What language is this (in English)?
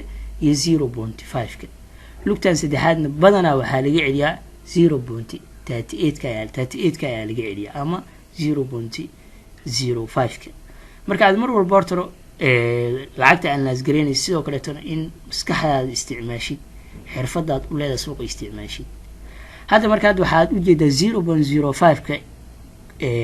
Somali